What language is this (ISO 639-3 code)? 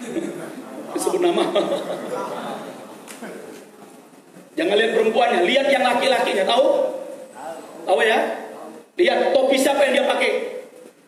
ind